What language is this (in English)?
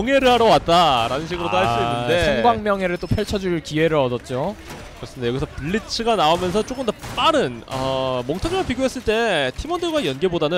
Korean